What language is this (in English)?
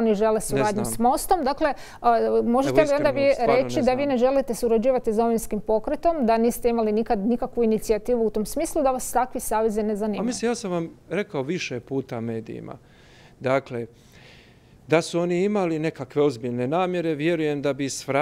Croatian